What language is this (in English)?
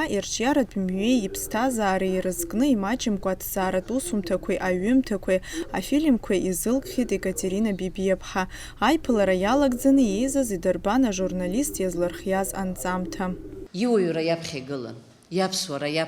Abkhazian